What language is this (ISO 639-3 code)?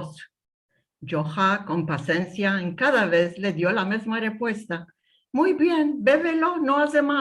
lad